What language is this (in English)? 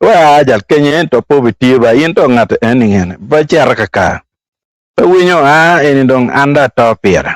Acoli